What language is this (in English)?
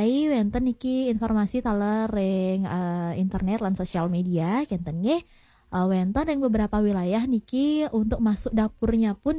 Balinese